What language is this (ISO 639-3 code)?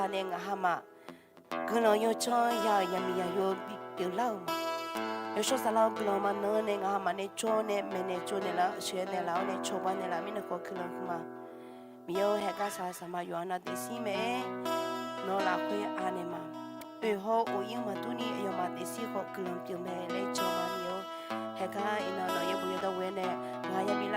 ahk